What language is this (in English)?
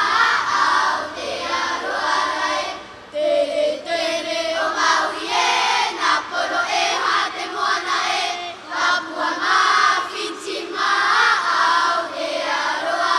Tahitian